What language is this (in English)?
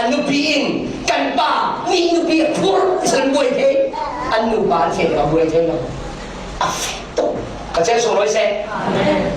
Falam Chin